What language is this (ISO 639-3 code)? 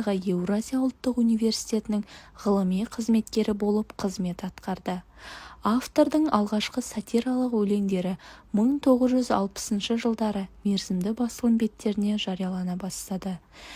kaz